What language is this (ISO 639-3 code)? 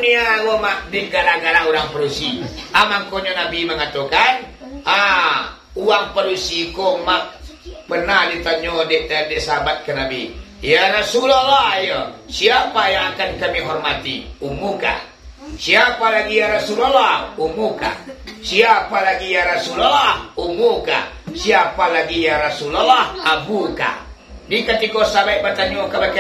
min